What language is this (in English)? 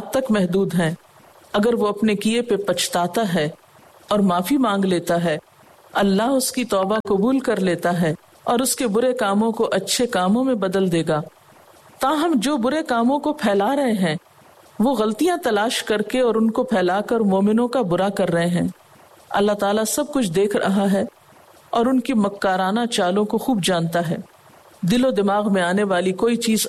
Urdu